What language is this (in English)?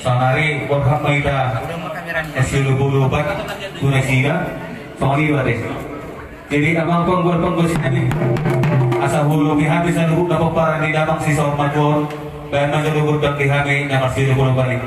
Batak Toba